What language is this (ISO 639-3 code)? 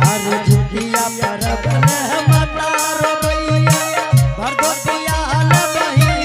anp